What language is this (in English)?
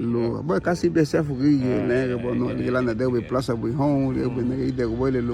Garifuna